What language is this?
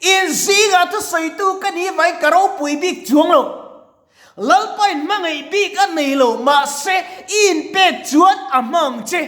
Mizo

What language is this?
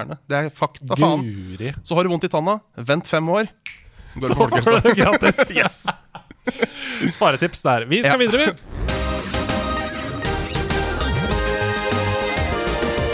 Norwegian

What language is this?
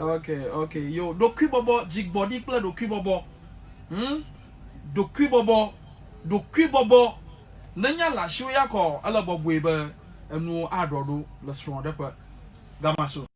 Ewe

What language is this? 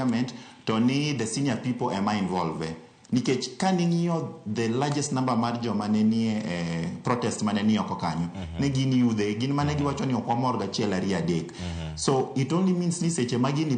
Luo (Kenya and Tanzania)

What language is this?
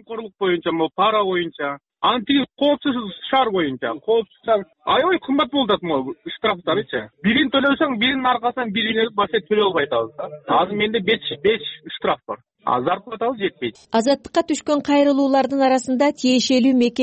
Kyrgyz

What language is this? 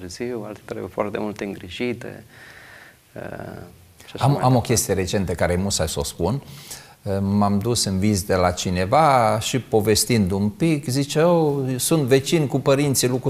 Romanian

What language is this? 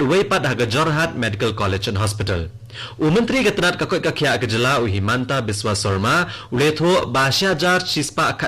Khasi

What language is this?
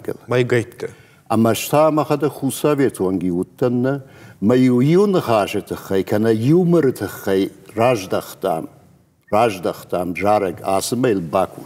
Ossetic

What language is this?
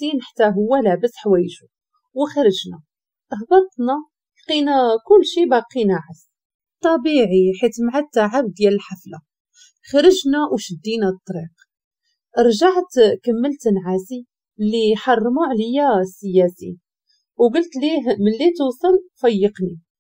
Moroccan Arabic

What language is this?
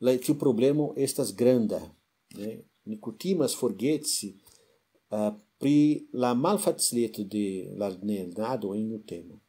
Esperanto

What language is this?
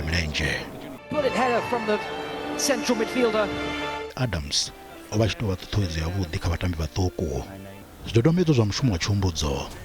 Venda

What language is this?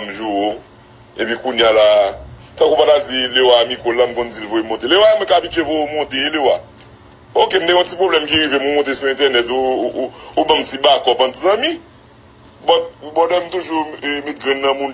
Haitian Creole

